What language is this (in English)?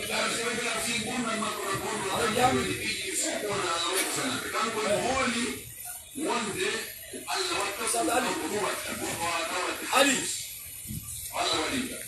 Pular